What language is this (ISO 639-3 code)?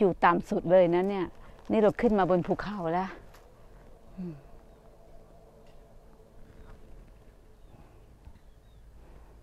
tha